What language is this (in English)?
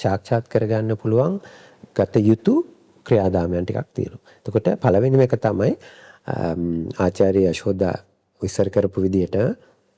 Sinhala